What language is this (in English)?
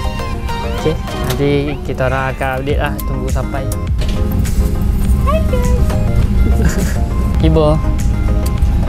Malay